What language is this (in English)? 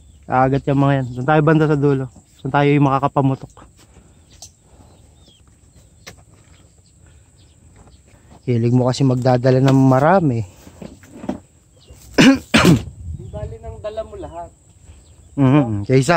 Filipino